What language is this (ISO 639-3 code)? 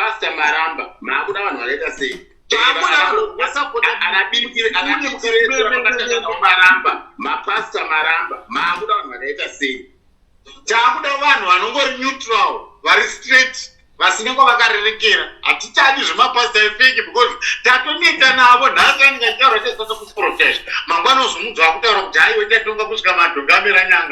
sna